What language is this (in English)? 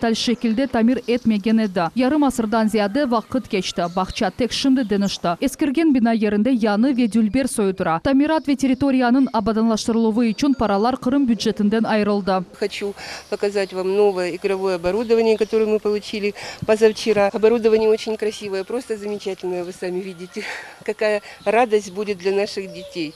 Crimean Tatar